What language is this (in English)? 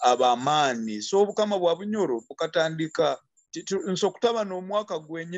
Nyoro